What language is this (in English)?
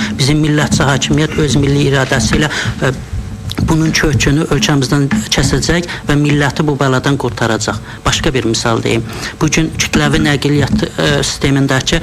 Azerbaijani